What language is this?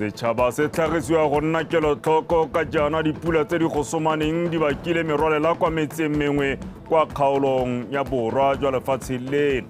Tswana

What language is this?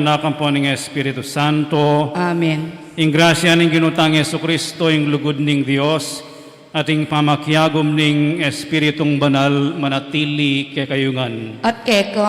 Pampanga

